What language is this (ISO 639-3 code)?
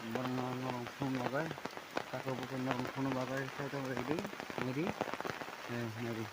trp